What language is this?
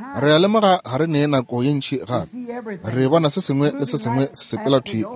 Northern Sotho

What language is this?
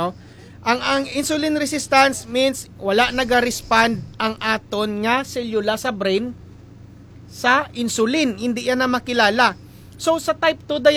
Hiligaynon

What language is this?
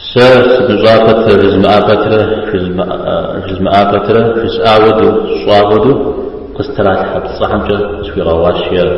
Kabardian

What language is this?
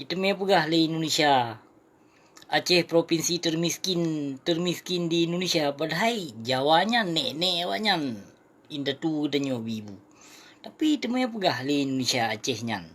Achinese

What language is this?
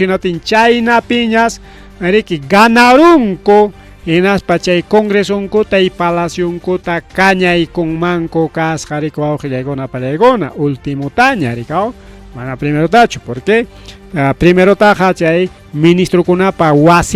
Ayacucho Quechua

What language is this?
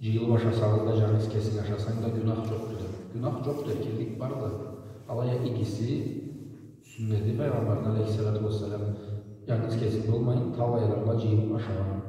Karachay-Balkar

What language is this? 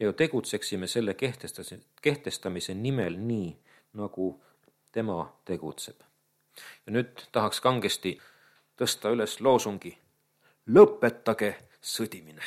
Estonian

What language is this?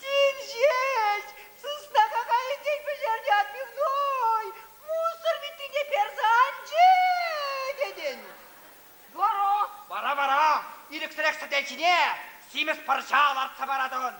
Chuvash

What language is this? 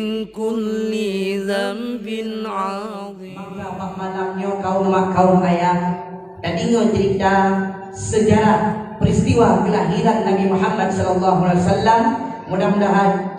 Achinese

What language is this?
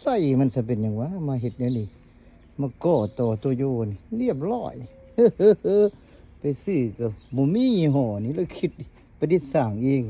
Lao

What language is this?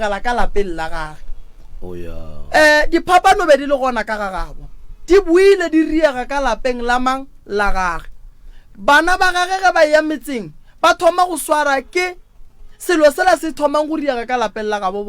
Northern Sotho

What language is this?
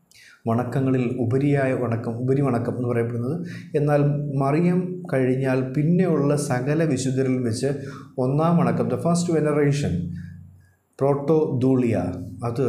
Malayalam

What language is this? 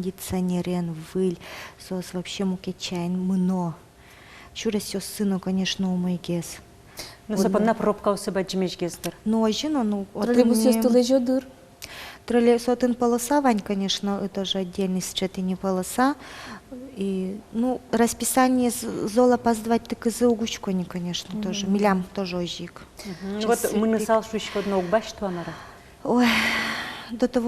Udmurt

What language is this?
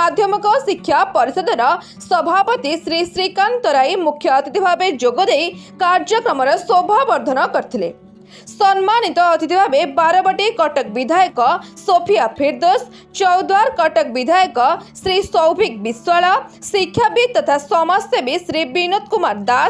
Odia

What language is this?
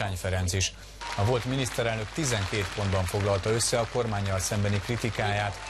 Hungarian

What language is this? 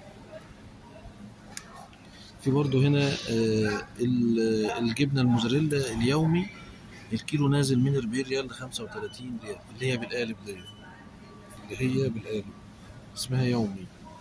Egyptian Arabic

